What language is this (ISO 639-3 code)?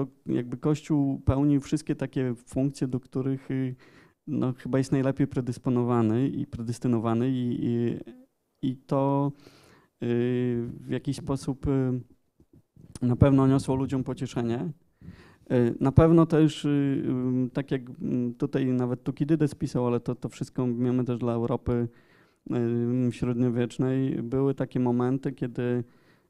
pol